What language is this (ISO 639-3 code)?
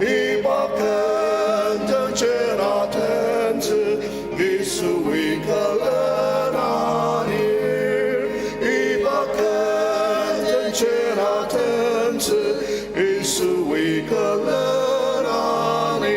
njo